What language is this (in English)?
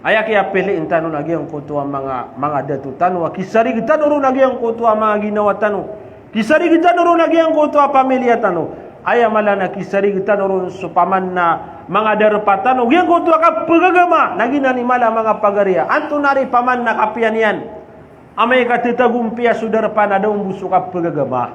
Maranao